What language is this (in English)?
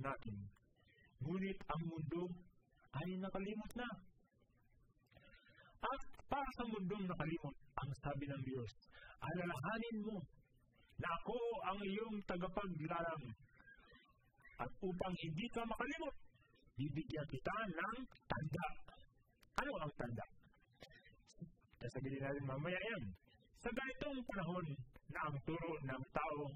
Filipino